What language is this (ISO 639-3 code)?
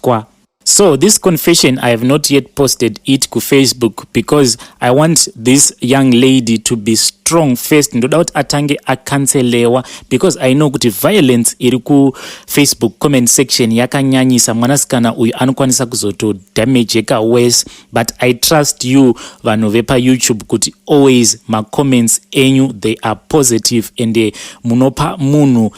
sna